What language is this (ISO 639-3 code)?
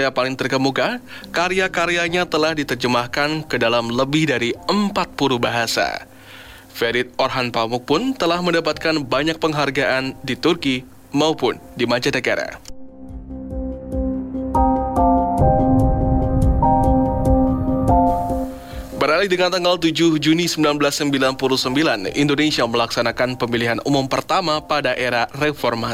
ind